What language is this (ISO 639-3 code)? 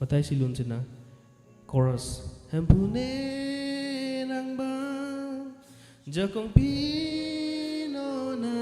mjw